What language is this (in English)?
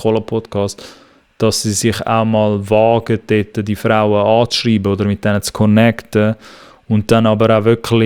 Swiss German